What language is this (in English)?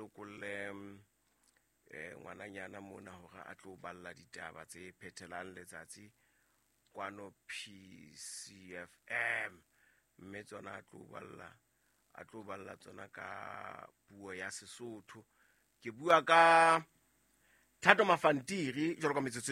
Southern Sotho